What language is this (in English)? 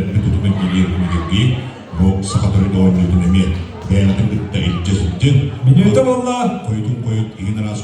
Yakut